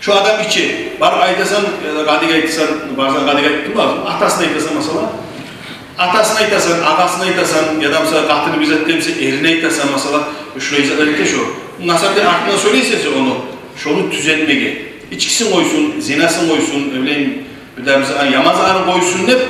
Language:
Kumyk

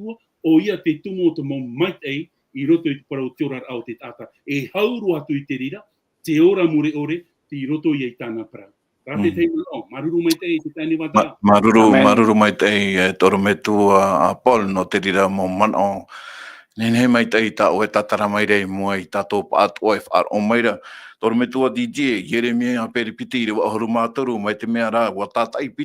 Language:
Tahitian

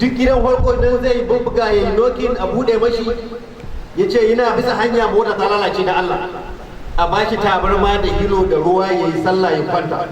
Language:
Hausa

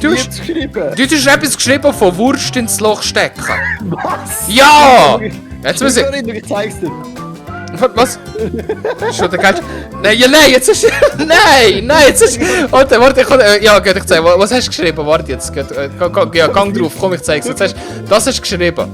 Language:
Swiss German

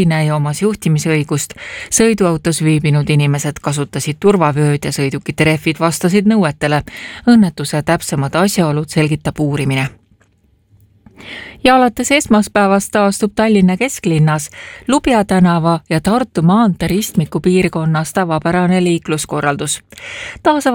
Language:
Estonian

